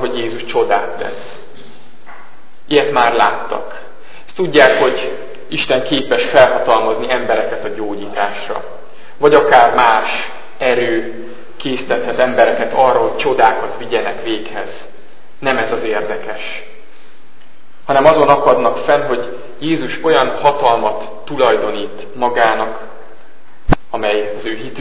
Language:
Hungarian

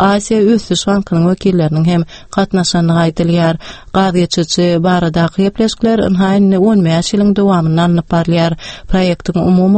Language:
Turkmen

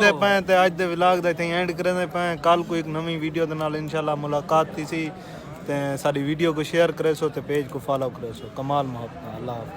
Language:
Saraiki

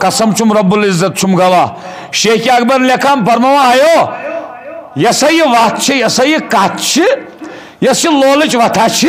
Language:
Kashmiri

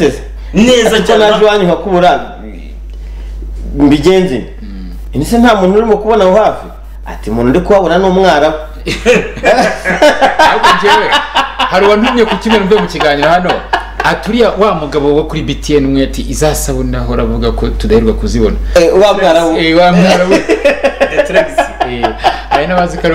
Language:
Kinyarwanda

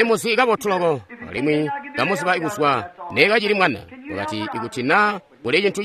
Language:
Tonga (Zambia)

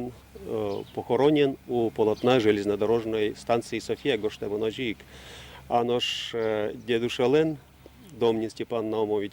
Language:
Udmurt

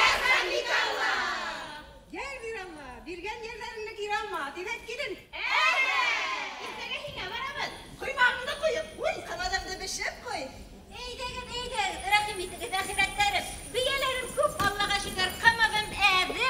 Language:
Bashkir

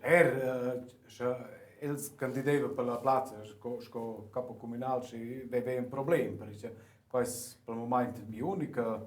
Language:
Romansh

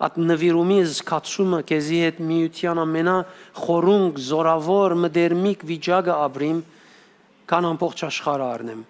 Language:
Western Armenian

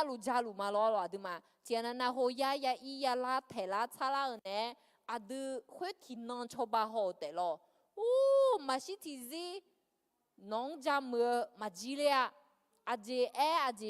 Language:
Akha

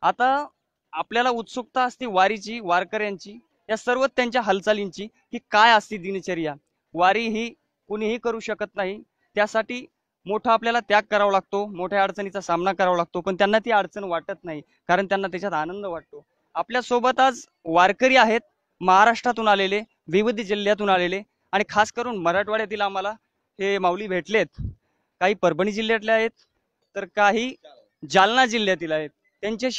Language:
Marathi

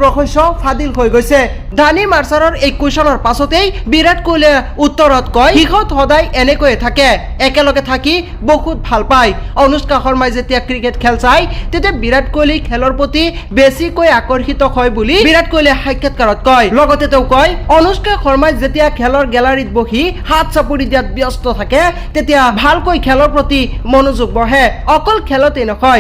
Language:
Assamese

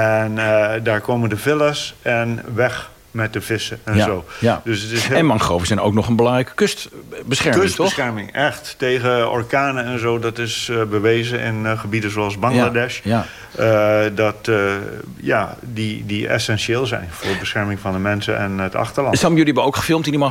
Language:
Dutch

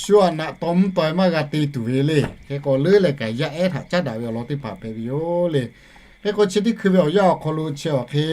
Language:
Lahu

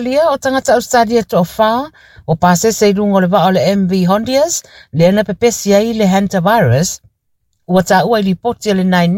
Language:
Samoan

